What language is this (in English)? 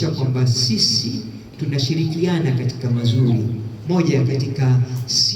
Swahili